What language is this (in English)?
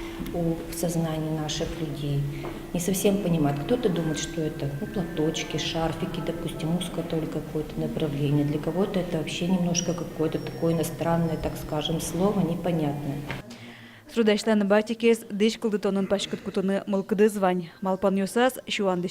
Udmurt